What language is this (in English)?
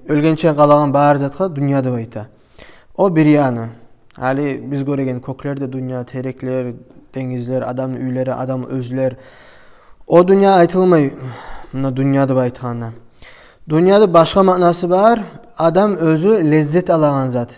Kumyk